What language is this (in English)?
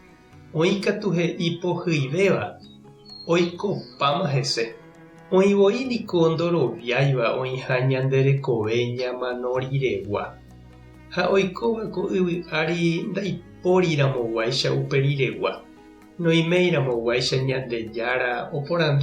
Guarani